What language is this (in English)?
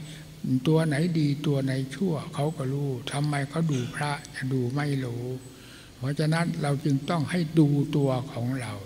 Thai